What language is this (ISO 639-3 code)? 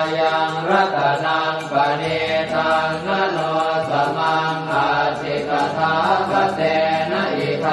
pli